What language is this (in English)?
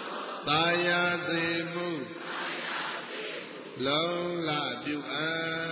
Burmese